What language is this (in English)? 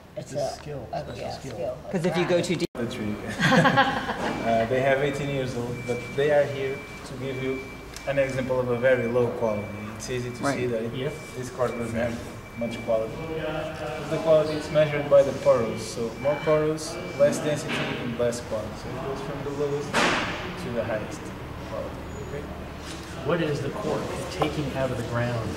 English